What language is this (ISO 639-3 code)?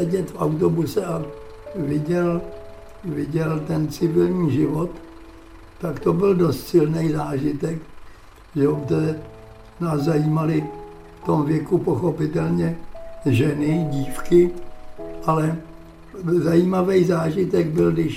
ces